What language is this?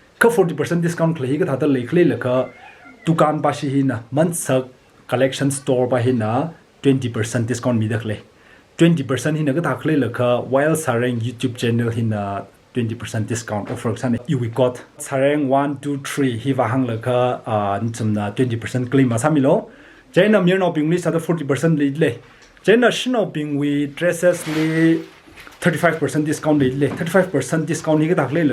Tangkhul Naga (India)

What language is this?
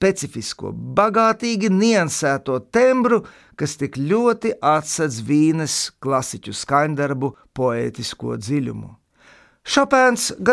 Latvian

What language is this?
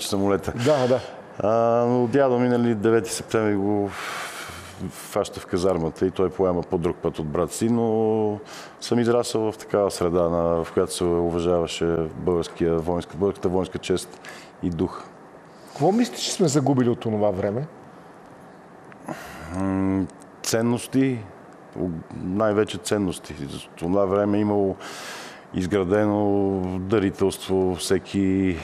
Bulgarian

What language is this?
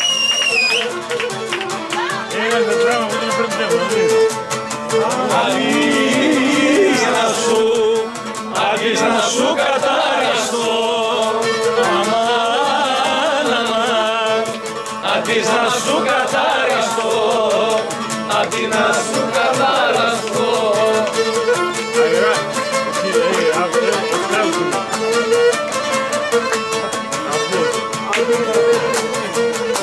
Greek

